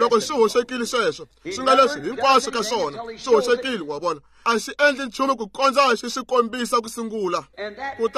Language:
Tsonga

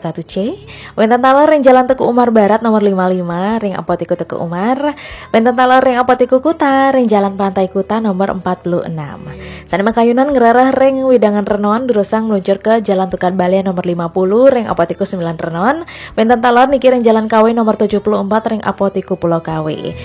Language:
Balinese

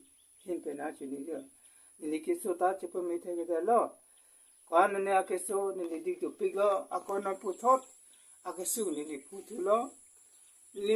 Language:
Karbi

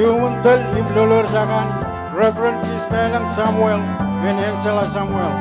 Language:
Marshallese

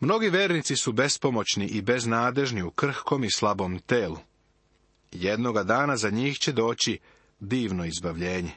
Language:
Serbian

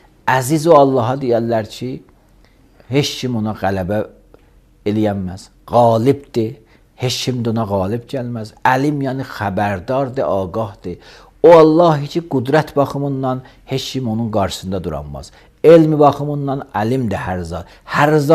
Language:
Azerbaijani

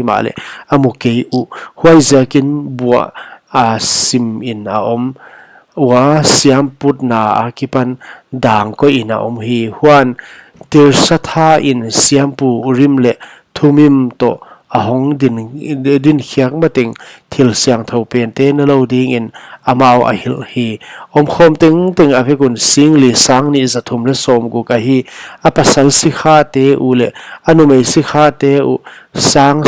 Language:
Paite Chin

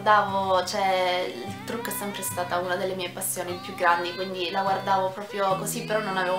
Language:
Italian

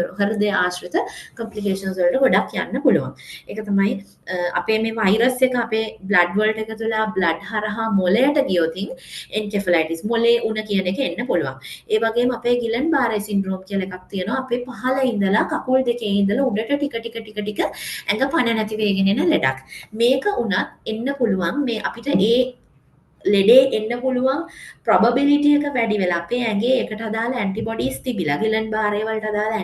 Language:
Sinhala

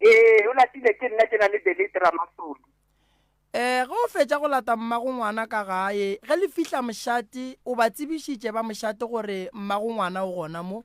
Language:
Northern Sotho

